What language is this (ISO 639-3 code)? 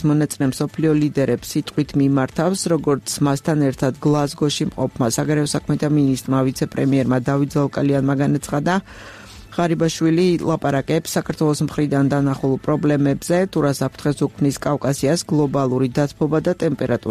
kat